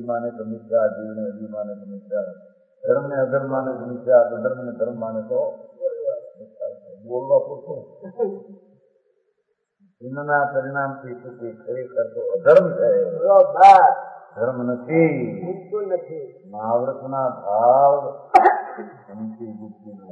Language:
Gujarati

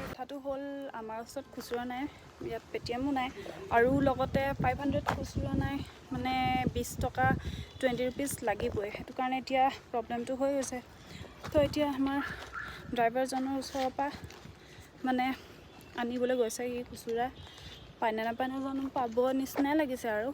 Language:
Assamese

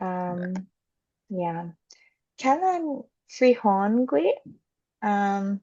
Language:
Chamorro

